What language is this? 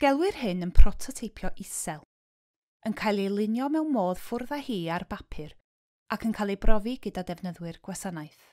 Welsh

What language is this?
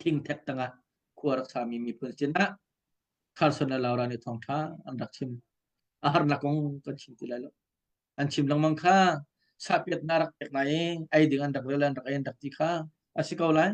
Hakha Chin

